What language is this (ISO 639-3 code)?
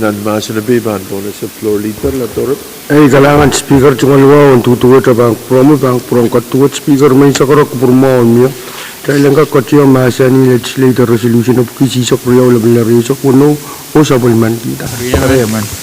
pon